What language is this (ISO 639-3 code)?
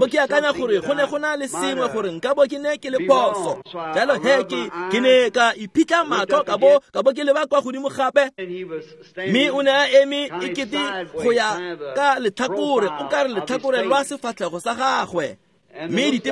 tsn